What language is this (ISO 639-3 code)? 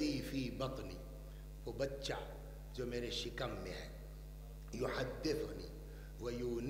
urd